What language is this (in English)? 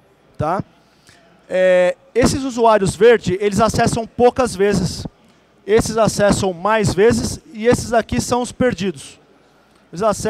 Portuguese